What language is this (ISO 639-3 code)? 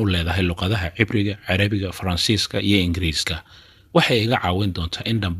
som